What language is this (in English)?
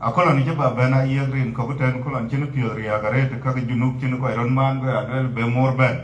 Dinka